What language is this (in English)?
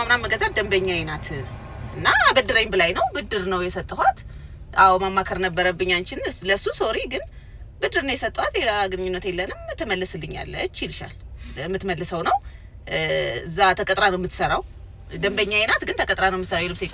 Amharic